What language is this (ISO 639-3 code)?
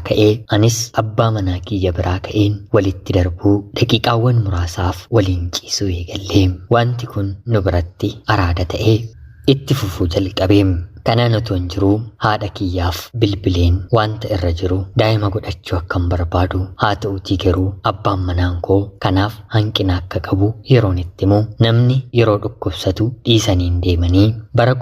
orm